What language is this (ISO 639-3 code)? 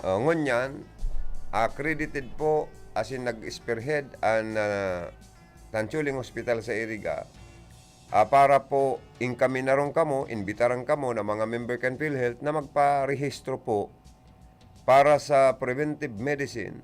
bik